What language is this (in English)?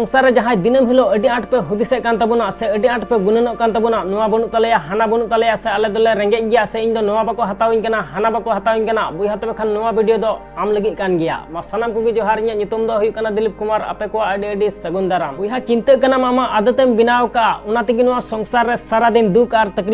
Santali